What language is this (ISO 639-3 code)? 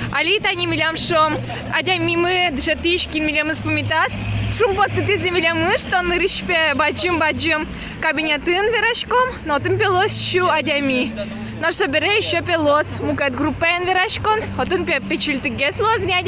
udm